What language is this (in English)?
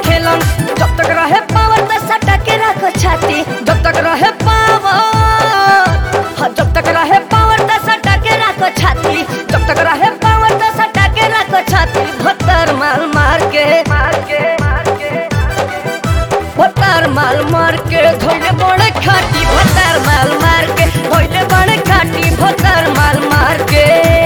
Bhojpuri